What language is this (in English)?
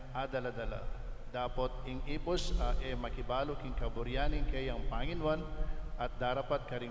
Pampanga